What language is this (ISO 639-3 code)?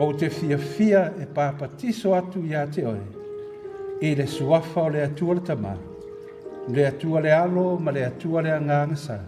smo